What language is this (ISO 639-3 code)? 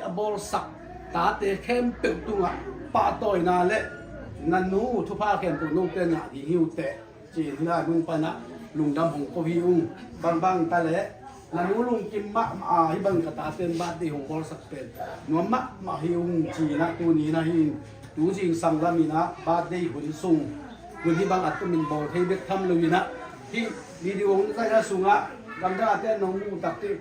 ctd